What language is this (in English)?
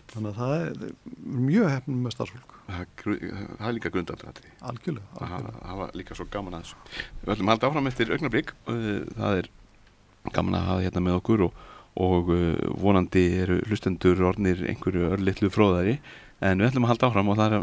Icelandic